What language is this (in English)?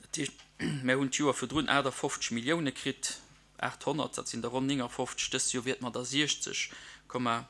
Luxembourgish